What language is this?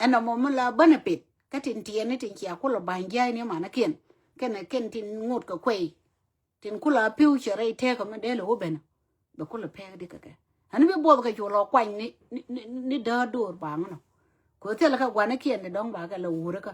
Nuer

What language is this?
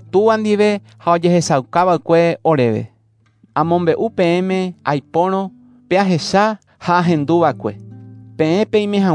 Guarani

